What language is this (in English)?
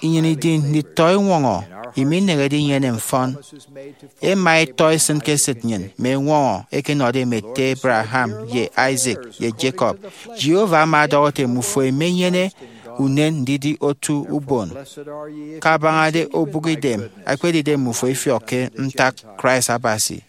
Efik